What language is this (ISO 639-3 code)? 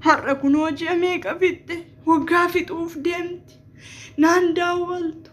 orm